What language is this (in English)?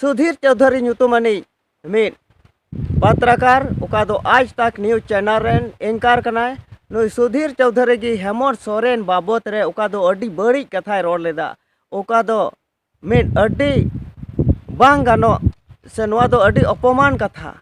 Santali